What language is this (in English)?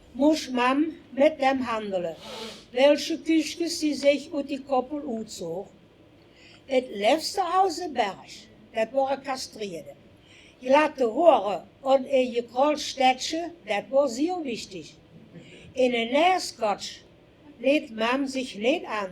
Limburgish